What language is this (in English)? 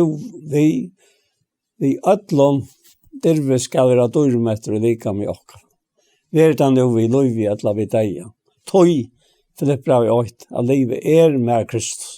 Faroese